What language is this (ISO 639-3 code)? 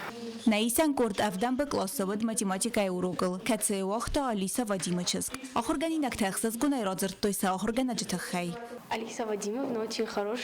oss